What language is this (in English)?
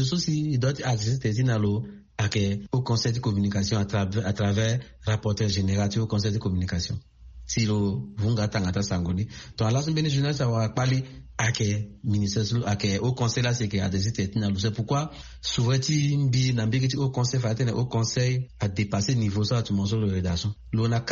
Sango